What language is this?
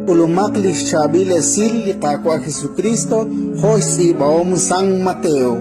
Kekchí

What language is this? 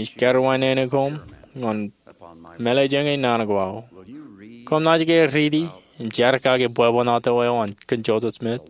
Marshallese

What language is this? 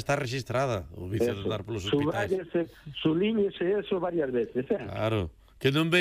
Galician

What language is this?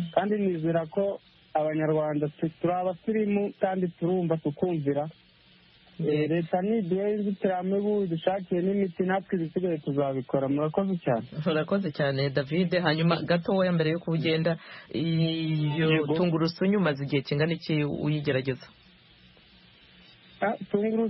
Kinyarwanda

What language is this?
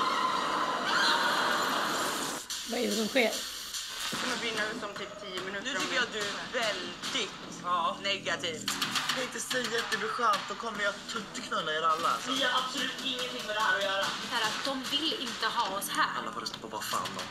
Swedish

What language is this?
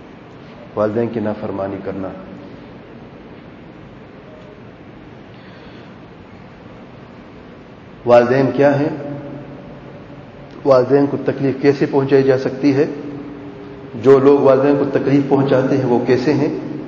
Urdu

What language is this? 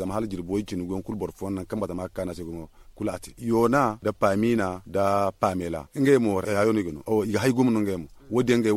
Zarma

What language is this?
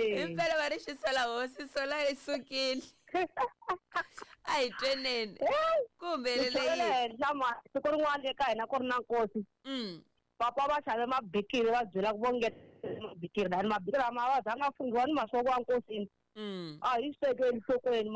Tsonga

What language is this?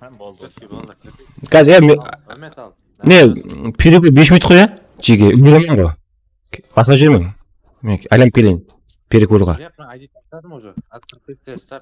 Kara-Kalpak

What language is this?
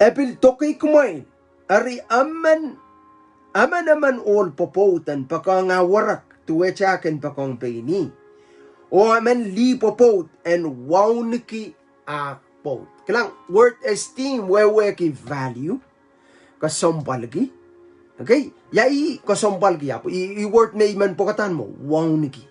Pohnpeian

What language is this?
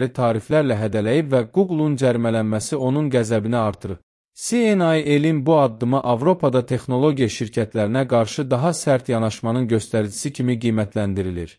Azerbaijani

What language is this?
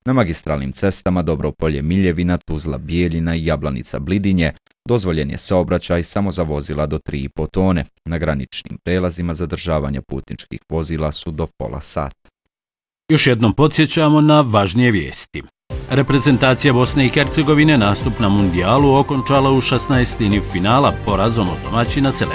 Bosnian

